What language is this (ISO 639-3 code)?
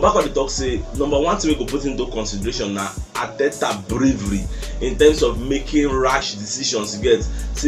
pcm